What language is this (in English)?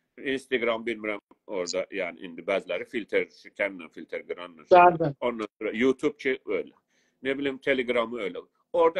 South Azerbaijani